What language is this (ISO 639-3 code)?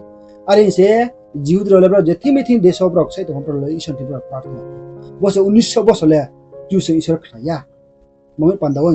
ria